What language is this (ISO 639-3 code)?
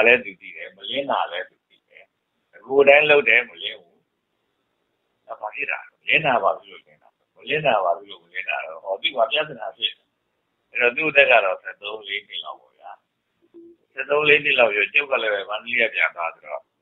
mya